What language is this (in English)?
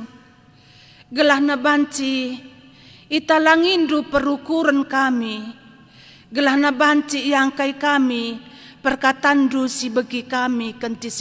Batak Karo